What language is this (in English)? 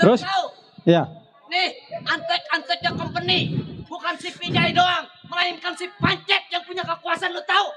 Betawi